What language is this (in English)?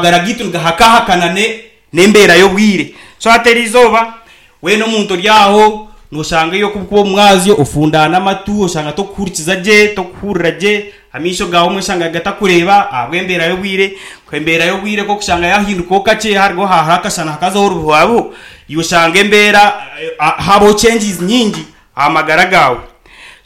Nyankole